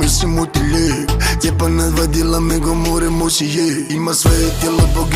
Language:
Croatian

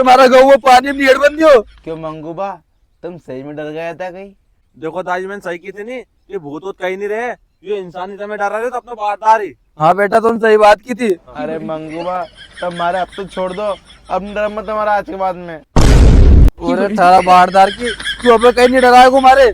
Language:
Rajasthani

